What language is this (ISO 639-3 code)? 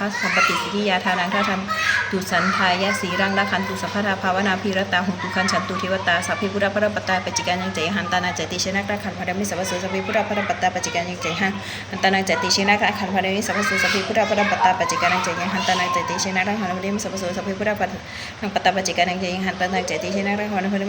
pli